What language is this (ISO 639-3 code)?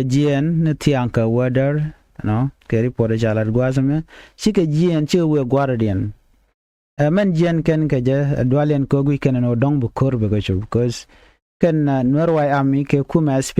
nus